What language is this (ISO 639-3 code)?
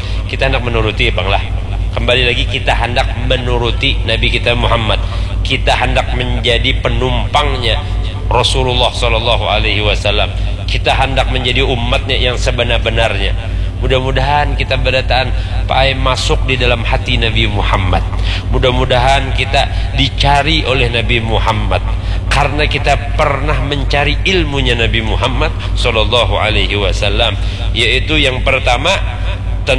bjn